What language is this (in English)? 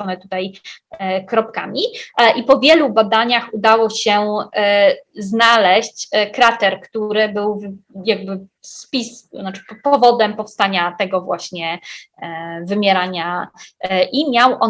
Polish